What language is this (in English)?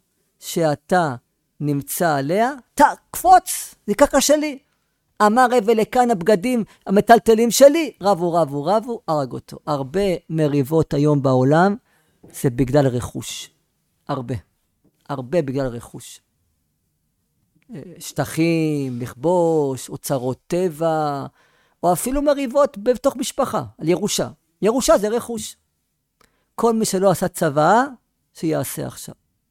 Hebrew